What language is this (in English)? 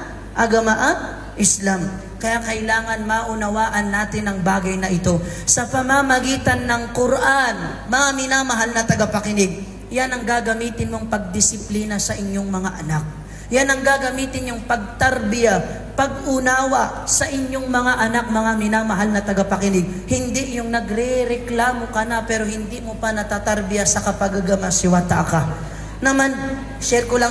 Maranao